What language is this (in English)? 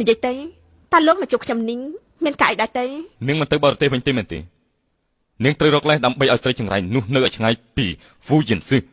Khmer